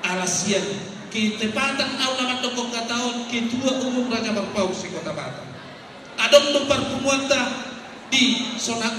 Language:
Batak Toba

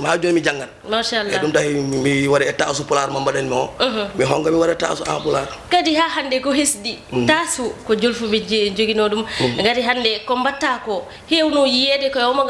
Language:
Fula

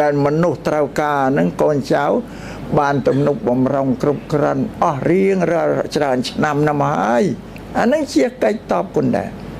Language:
Khmer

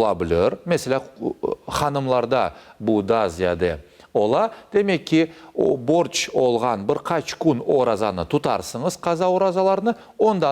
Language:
Crimean Tatar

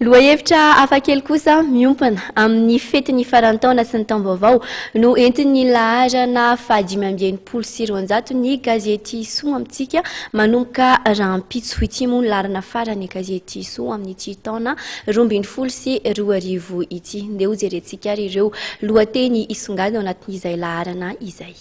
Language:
Malagasy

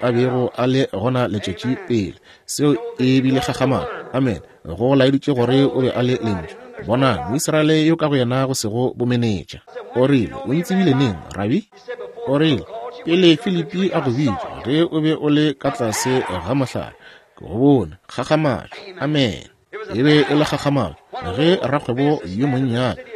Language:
Northern Sotho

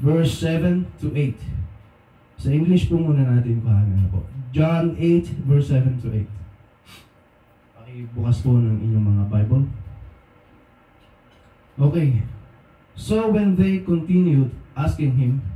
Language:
Filipino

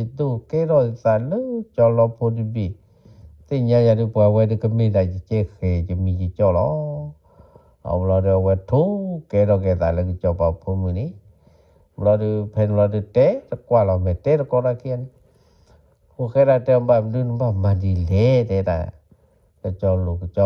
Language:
S'gaw Karen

